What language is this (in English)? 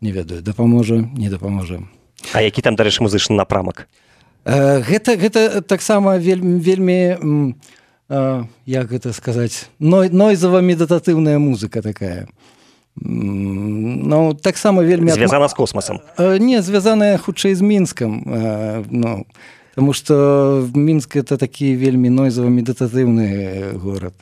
Belarusian